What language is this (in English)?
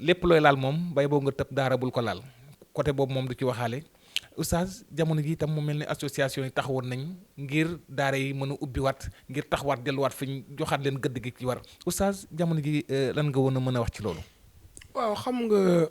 Wolof